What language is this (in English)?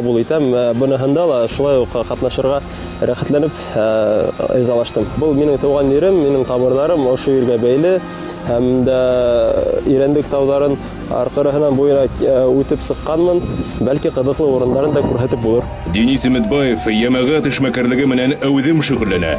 Bashkir